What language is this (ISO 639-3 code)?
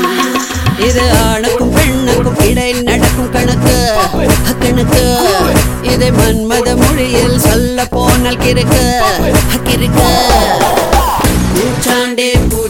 tam